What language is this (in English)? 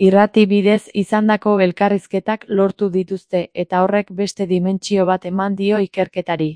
Basque